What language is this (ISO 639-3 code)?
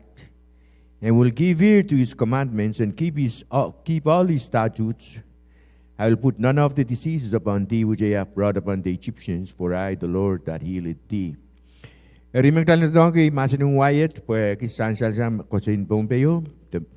pon